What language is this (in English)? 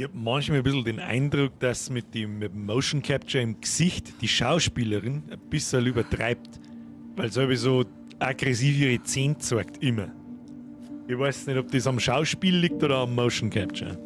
Bavarian